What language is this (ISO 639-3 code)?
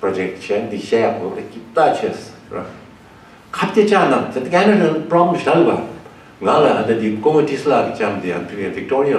bod